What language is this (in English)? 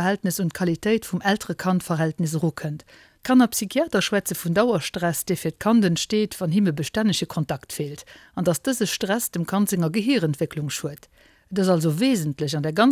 Luxembourgish